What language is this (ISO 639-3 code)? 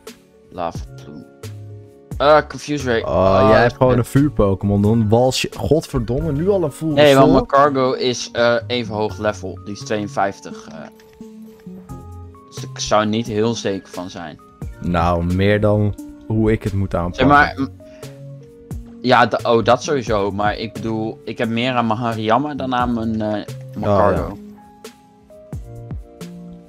nld